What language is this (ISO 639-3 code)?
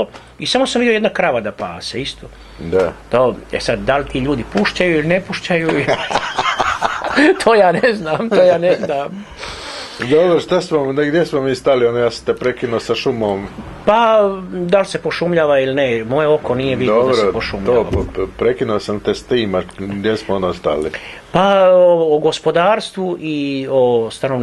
hrv